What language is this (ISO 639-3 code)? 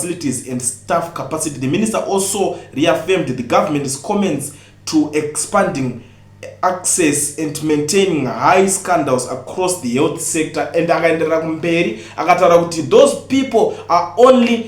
sna